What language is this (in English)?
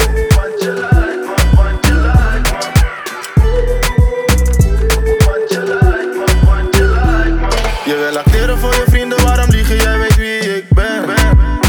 Dutch